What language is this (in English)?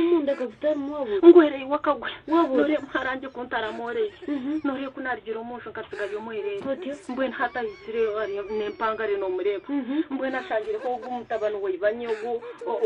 Nyankole